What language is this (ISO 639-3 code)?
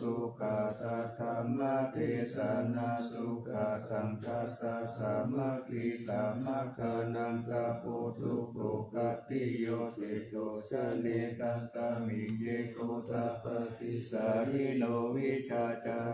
pli